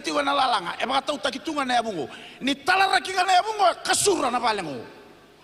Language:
Fijian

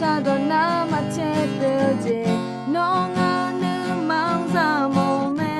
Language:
Akha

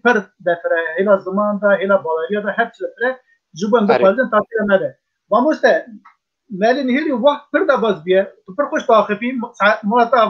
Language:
Kurdish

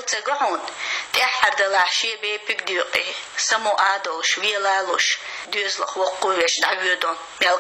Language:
Chechen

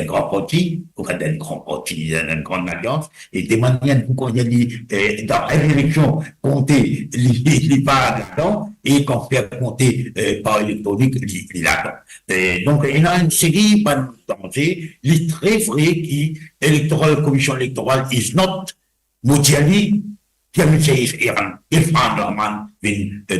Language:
Morisyen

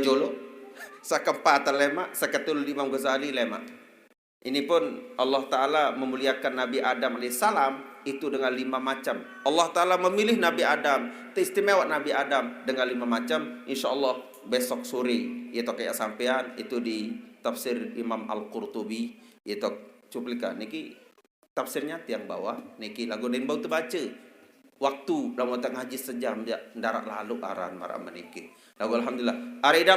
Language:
Sasak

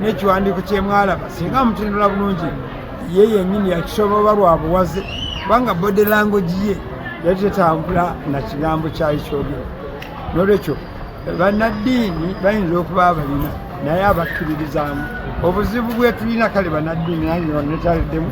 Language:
Ganda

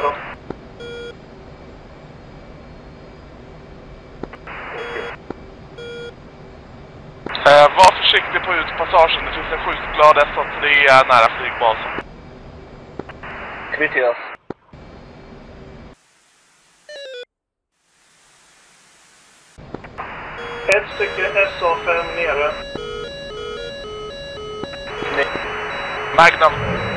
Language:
Swedish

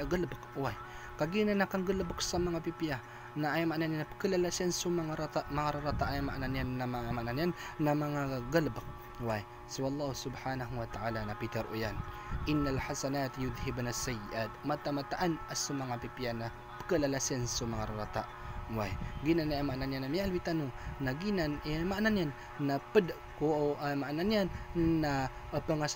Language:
Maranao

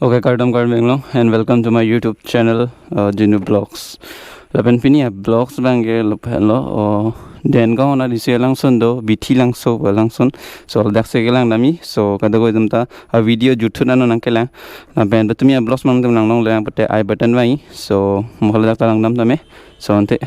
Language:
Karbi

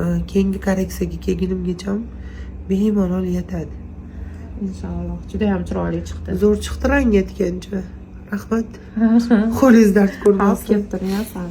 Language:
Uzbek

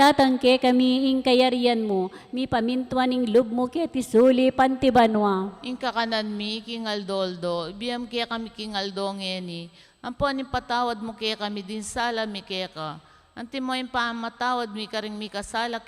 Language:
Pampanga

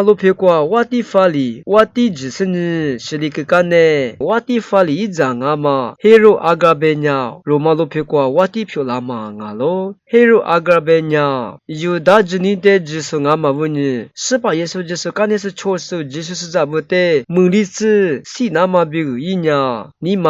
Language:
Lisu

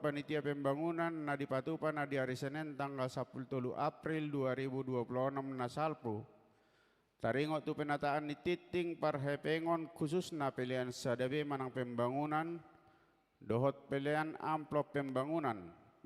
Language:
Batak Toba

